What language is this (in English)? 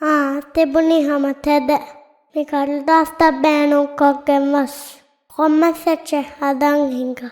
Divehi